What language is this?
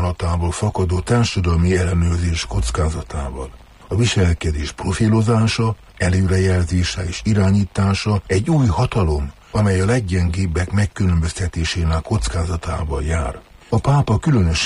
Hungarian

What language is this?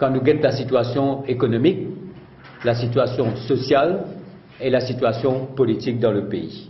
Morisyen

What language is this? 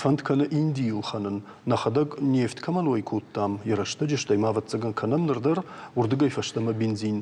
Ossetic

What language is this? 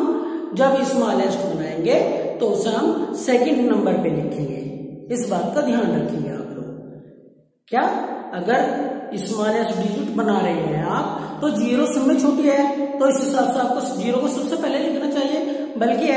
Hindi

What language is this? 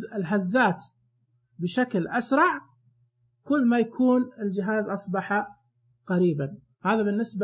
Najdi Arabic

